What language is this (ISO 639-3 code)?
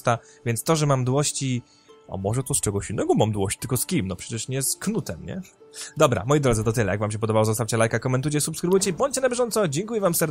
pol